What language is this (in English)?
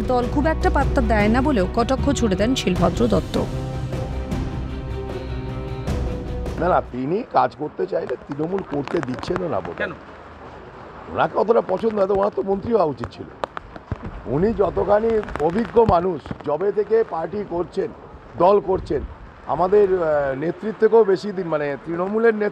Bangla